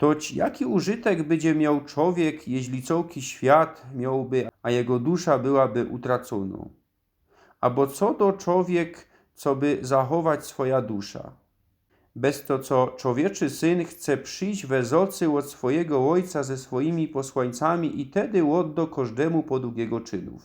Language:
Silesian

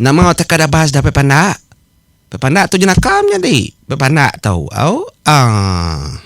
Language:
Iban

